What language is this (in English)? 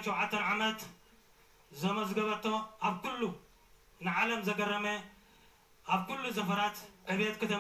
Tigrinya